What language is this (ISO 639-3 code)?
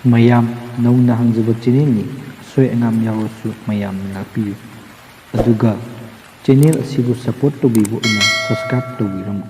mni